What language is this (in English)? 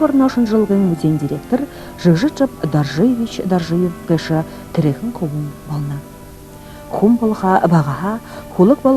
Buriat